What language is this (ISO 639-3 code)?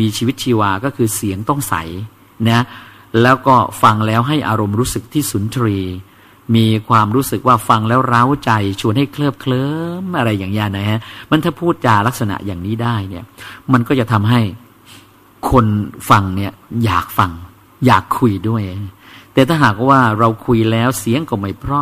tha